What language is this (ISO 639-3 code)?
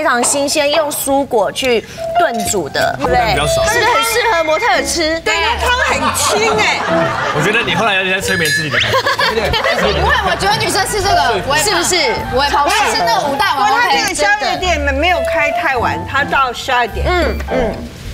zho